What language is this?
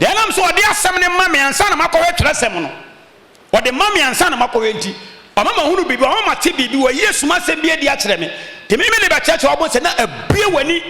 Akan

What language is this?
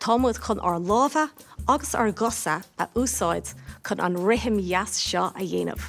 Irish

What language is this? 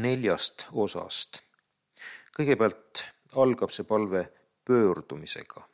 Estonian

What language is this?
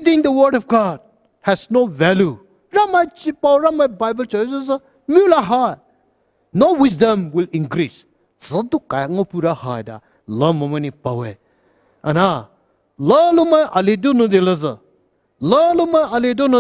Poumei Naga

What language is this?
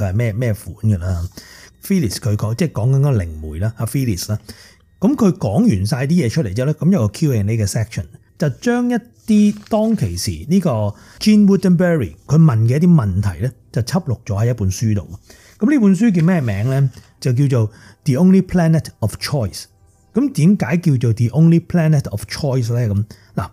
Cantonese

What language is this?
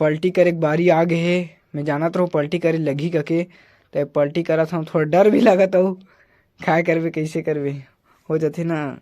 Chhattisgarhi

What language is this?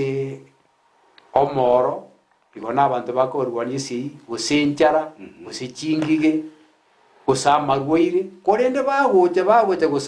Gusii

